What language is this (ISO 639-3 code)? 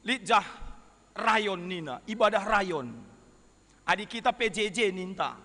btx